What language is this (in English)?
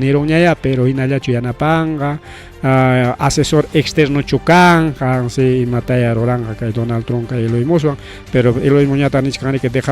Ayacucho Quechua